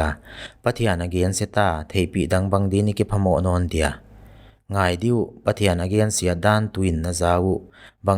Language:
Paite Chin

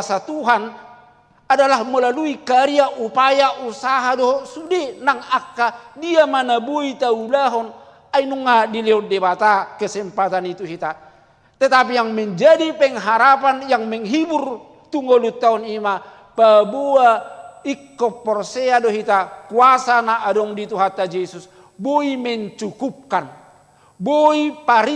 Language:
Batak Toba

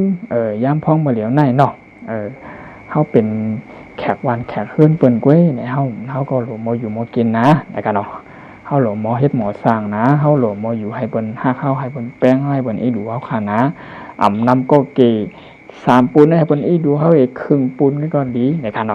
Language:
Shan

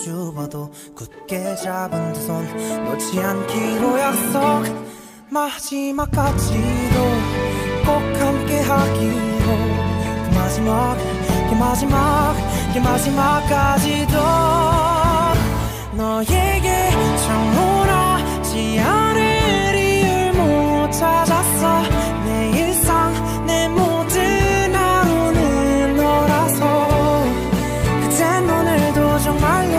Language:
Korean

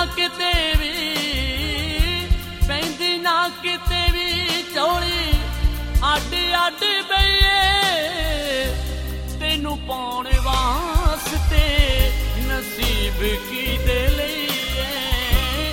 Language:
Punjabi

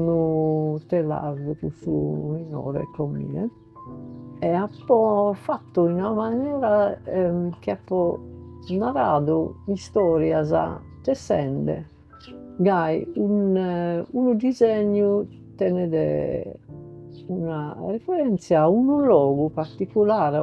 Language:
Sardinian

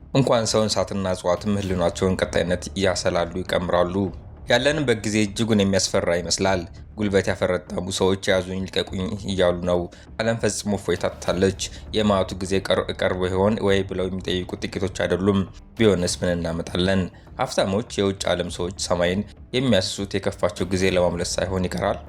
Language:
Amharic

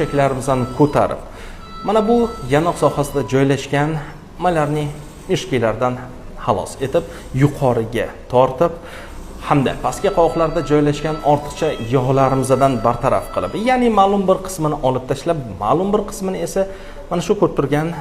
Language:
Uzbek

